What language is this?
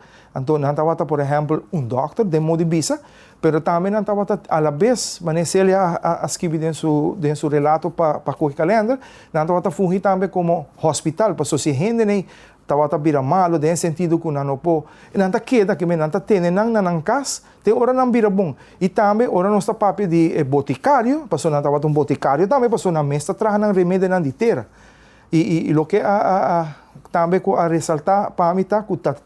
Papiamento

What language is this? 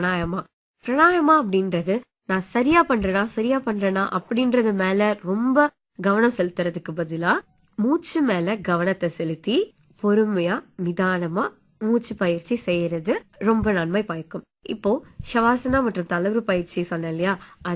Tamil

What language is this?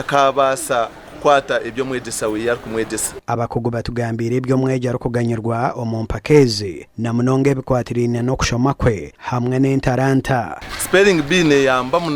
Nyankole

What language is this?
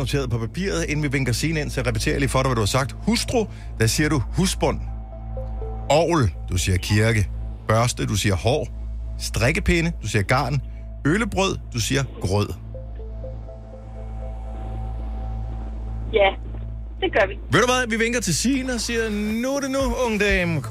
Danish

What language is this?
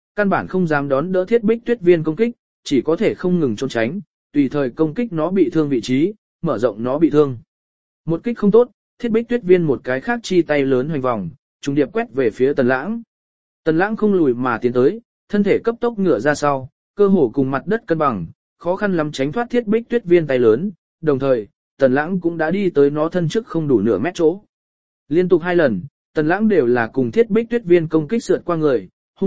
Vietnamese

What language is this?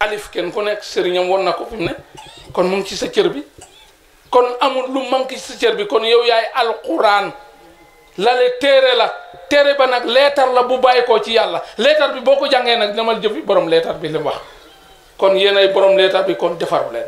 Wolof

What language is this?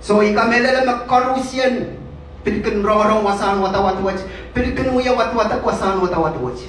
Pohnpeian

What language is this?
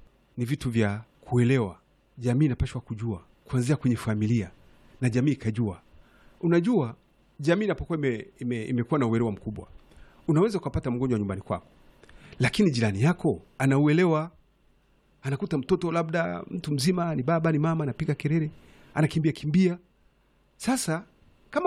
Swahili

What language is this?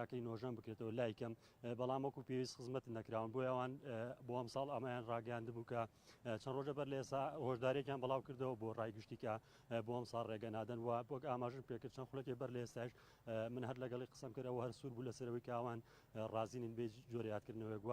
Central Kurdish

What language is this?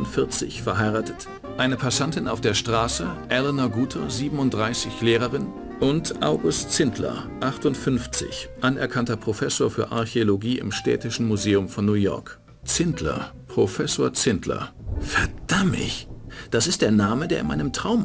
Bavarian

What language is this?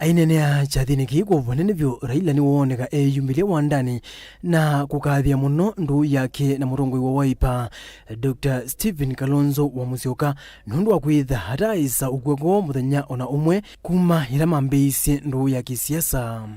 Kamba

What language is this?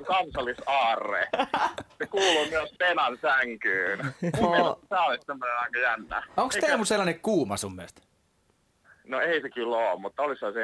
Finnish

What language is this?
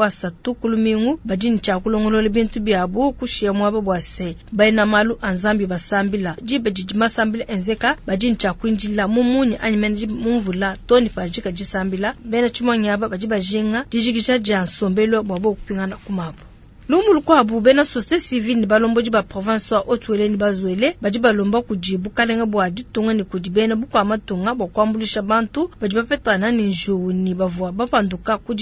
Luba-Lulua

